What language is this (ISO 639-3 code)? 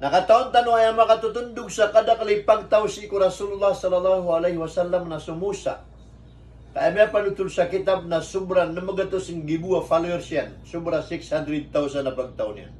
mrw